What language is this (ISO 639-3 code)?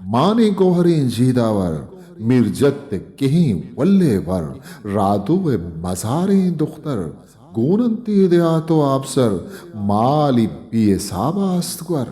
bgp